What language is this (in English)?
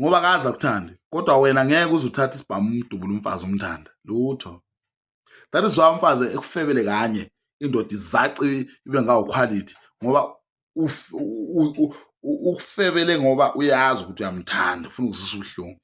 Zulu